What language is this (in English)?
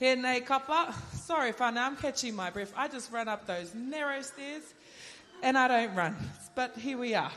Māori